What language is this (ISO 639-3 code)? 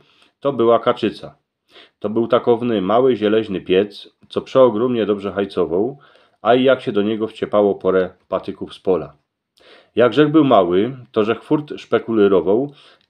szl